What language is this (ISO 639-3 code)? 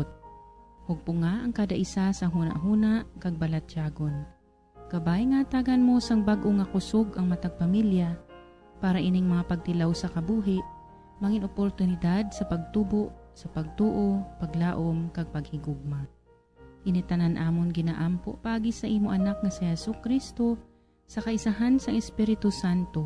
hil